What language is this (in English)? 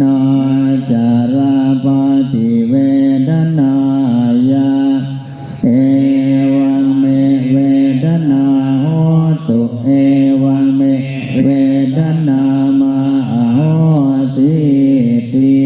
Pali